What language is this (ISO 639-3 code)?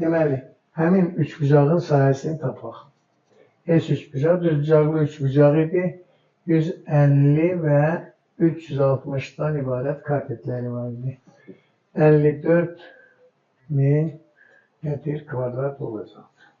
aze